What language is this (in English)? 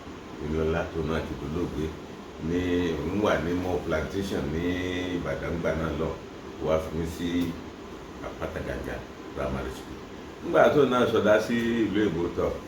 Yoruba